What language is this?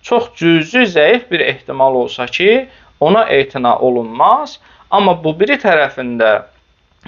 Azerbaijani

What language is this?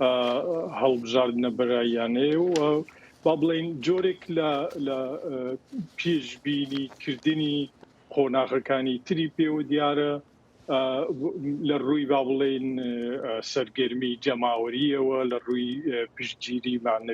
Central Kurdish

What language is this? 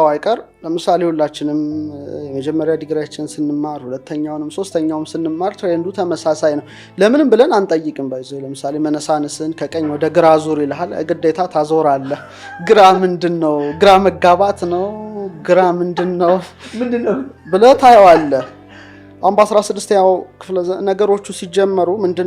Amharic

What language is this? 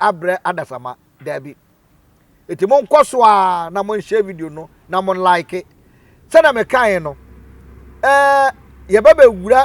Akan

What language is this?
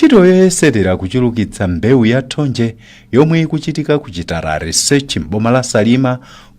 Nyanja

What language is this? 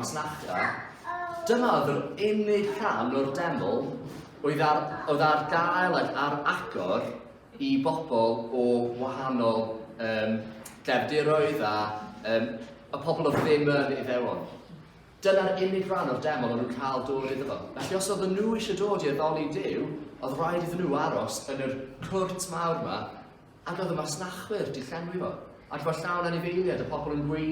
Welsh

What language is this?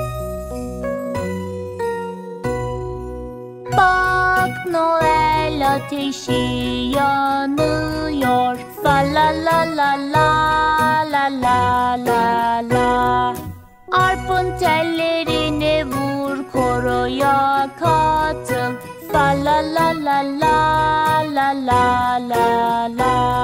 Turkish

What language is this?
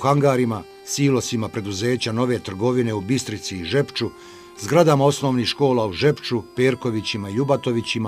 Bosnian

